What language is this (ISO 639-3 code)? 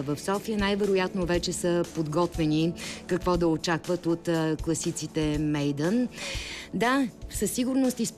bul